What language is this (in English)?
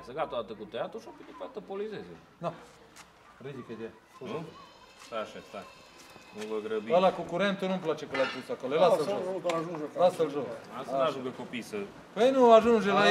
Romanian